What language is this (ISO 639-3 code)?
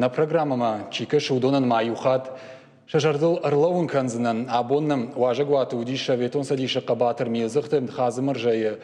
oss